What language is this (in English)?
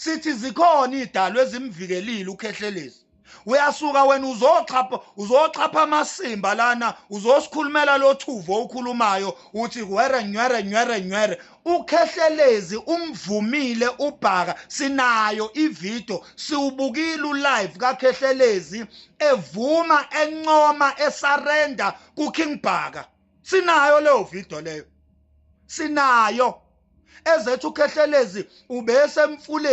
Zulu